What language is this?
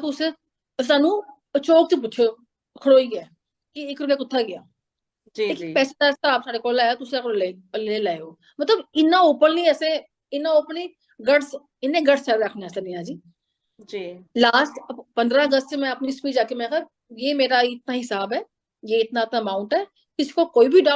Dogri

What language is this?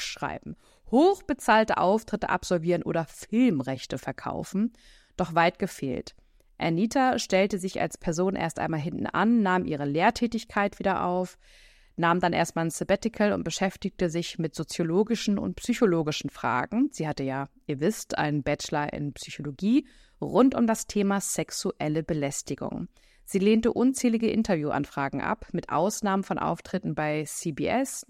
German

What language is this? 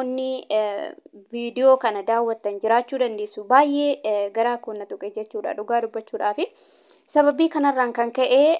Oromo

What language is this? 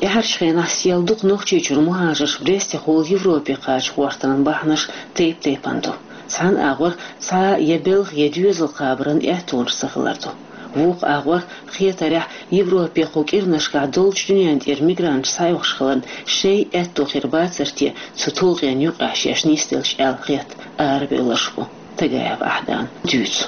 Chechen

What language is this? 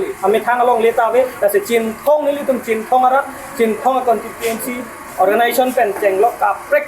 Karbi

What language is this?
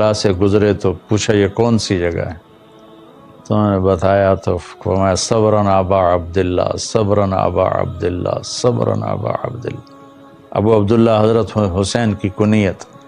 Urdu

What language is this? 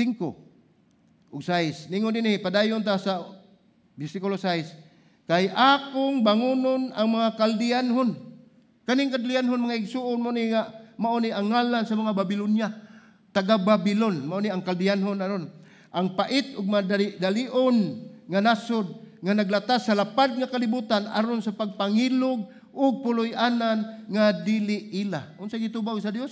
Cebuano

